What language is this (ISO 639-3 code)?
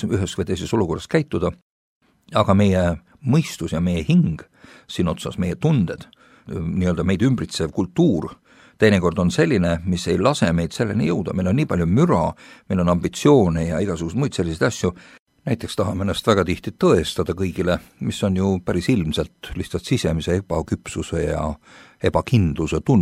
est